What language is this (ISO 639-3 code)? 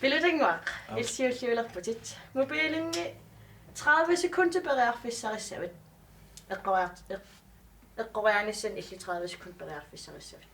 kal